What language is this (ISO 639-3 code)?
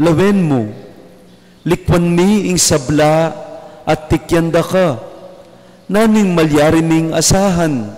pam